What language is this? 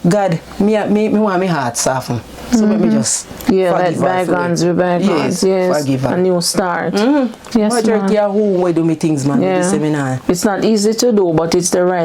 Jamaican Creole English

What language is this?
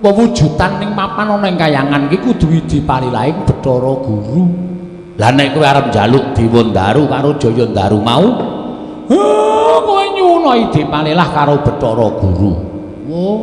Javanese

